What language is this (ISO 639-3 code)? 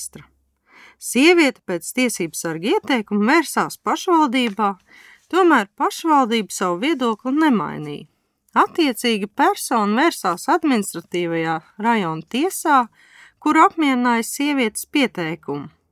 lav